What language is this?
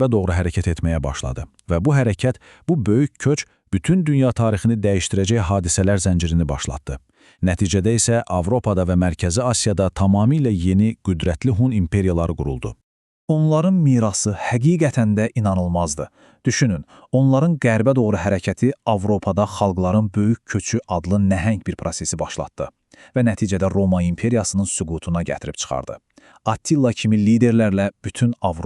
Azerbaijani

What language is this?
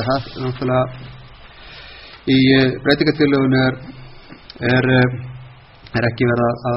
Icelandic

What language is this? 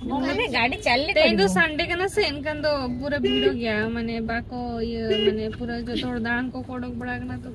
Santali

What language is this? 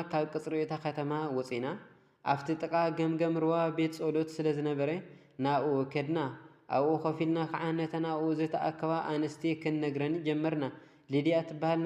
Tigrinya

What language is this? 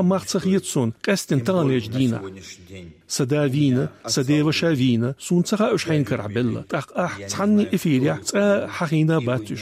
Chechen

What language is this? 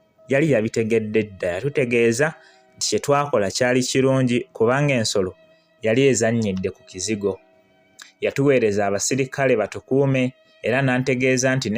Ganda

